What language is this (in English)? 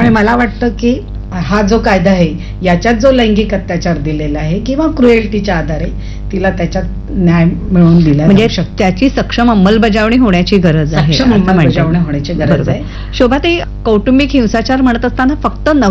Marathi